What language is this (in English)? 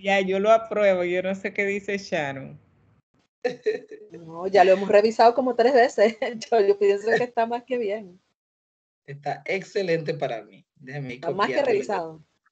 Spanish